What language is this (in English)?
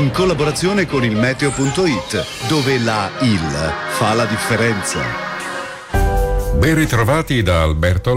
Italian